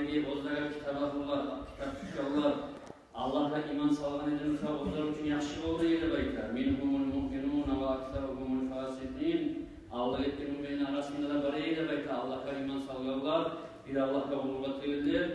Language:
Kumyk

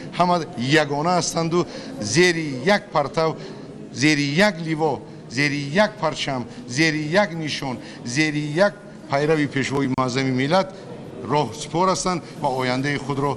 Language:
Tajik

